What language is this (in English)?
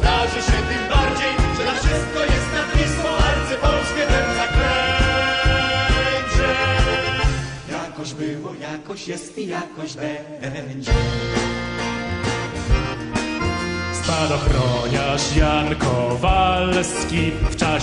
Polish